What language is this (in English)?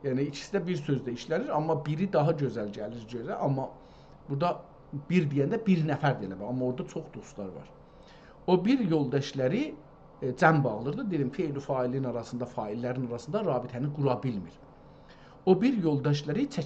South Azerbaijani